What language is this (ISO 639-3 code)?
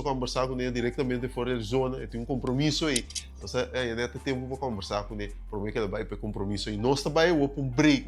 pap